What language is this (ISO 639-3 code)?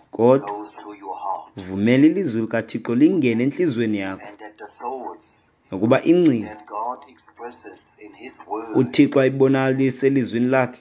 xho